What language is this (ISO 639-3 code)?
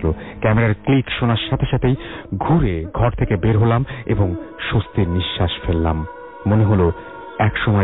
ben